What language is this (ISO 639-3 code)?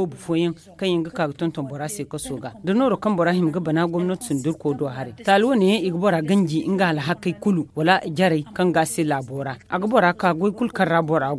dje